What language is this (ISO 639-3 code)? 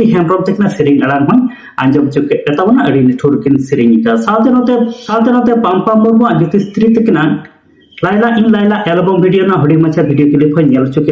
sat